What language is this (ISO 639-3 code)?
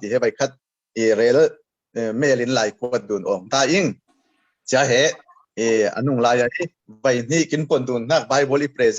cfm